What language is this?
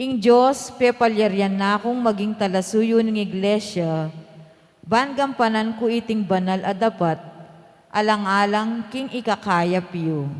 Pampanga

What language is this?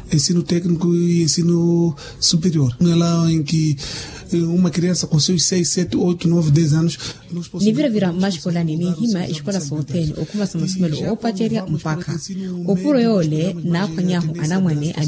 Makhuwa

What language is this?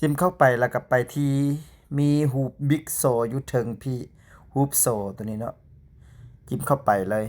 Lao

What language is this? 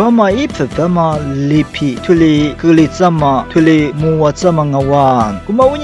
Lisu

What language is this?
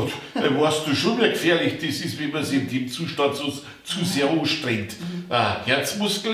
Bavarian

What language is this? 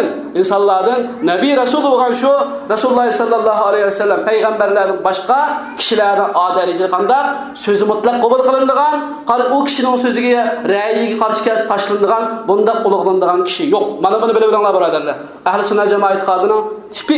Uyghur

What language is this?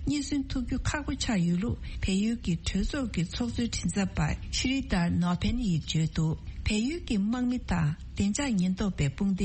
Tibetan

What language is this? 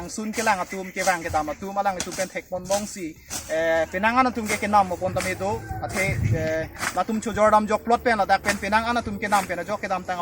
Karbi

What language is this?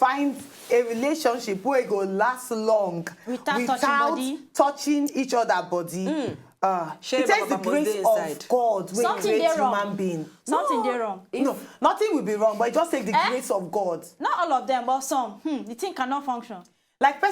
Nigerian Pidgin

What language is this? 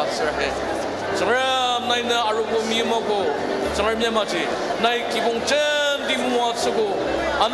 Ao Naga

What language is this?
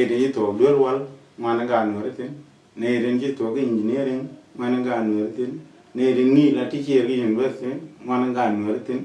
Nuer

